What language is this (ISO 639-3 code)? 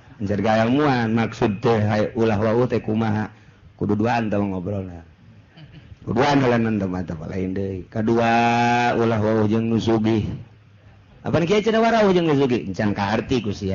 sun